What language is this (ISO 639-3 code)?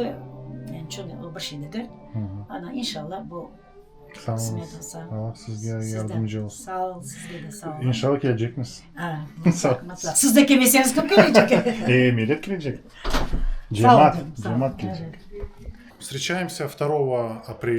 crh